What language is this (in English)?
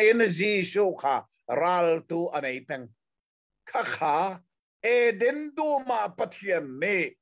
Hakha Chin